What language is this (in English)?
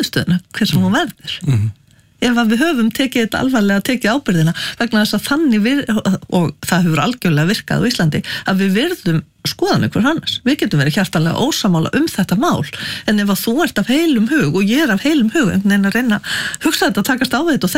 Icelandic